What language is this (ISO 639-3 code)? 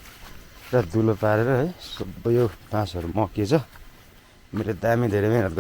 nep